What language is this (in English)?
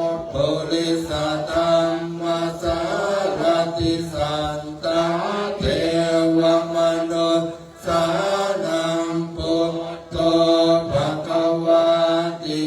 Pali